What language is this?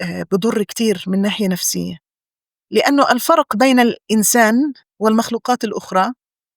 North Levantine Arabic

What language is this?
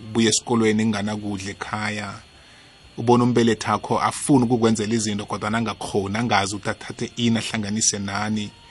South Ndebele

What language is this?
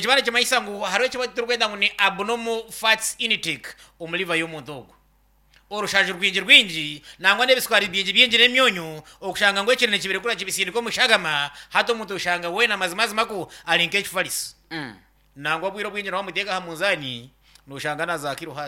Nyankole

